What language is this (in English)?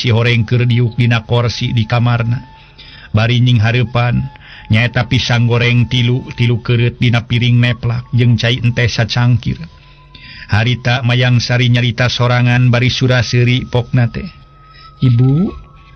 Sundanese